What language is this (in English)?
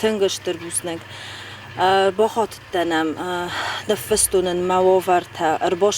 Ossetic